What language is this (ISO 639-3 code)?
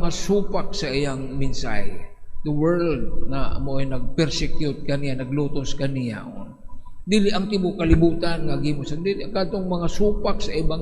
ceb